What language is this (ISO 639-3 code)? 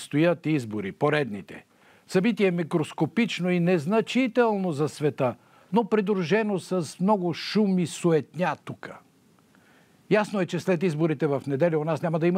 bul